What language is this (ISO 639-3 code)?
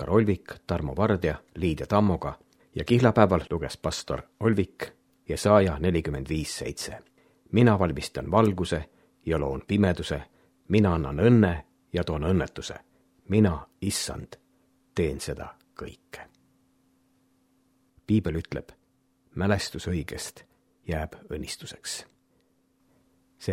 est